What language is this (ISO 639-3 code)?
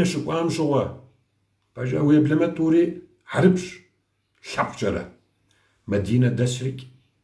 kbd